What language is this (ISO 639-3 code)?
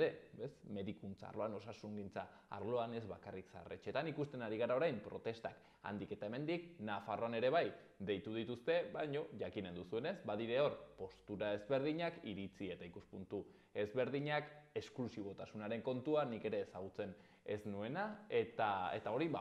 eus